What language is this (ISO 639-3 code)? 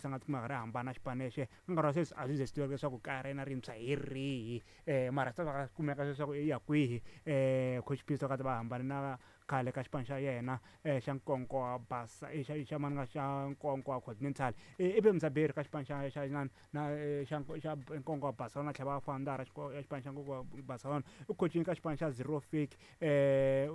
tso